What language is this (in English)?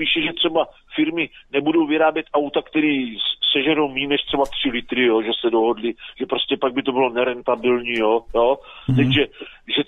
Czech